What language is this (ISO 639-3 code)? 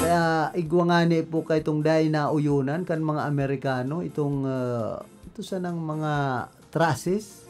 bik